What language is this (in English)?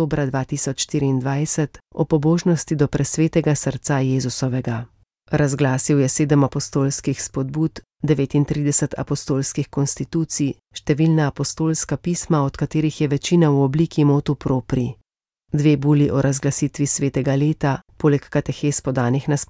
Slovenian